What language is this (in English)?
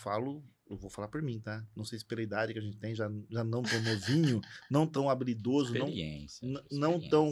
Portuguese